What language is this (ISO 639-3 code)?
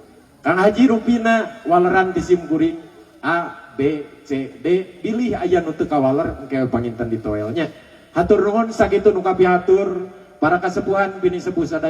sun